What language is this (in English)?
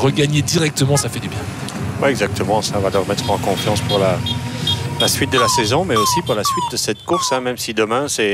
French